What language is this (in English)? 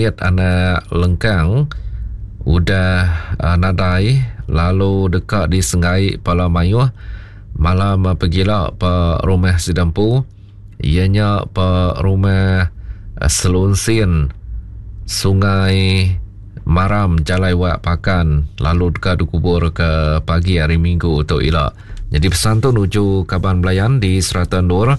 Iban